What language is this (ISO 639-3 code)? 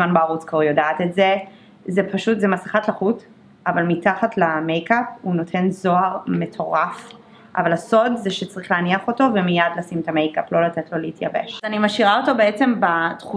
heb